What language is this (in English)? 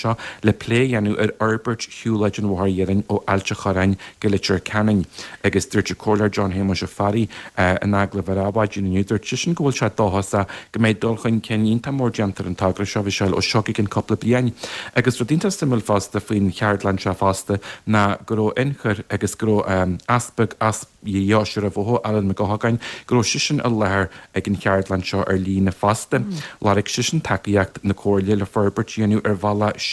Irish